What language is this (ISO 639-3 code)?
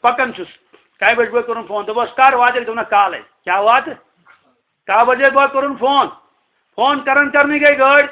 kas